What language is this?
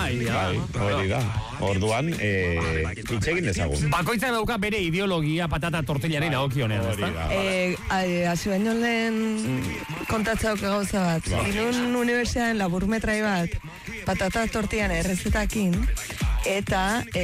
Basque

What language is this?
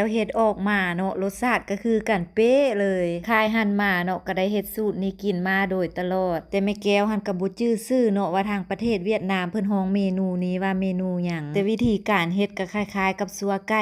Lao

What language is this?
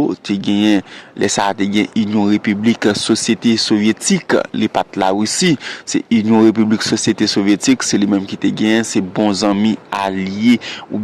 Haitian Creole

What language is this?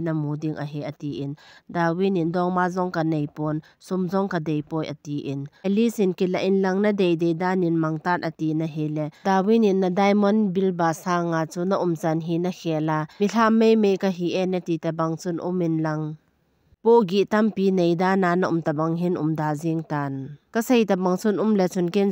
Thado Chin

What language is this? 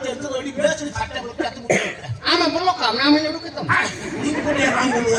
Santali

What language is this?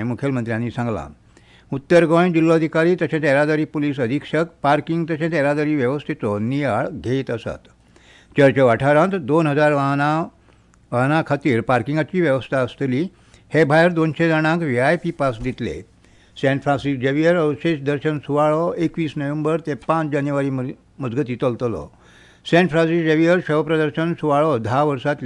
Konkani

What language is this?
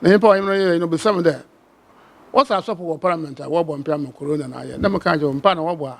Akan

